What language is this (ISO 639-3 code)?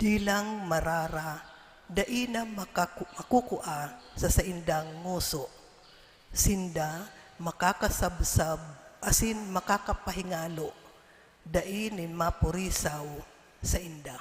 bik